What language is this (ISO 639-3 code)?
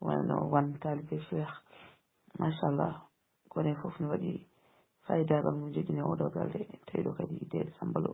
ful